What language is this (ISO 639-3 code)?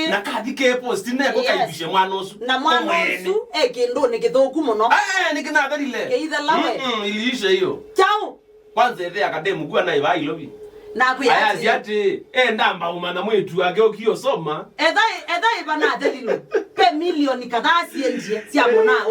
kam